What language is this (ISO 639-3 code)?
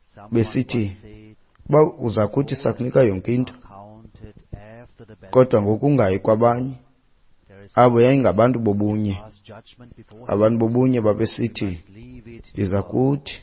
xho